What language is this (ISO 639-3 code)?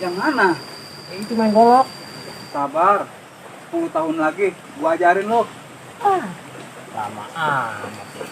bew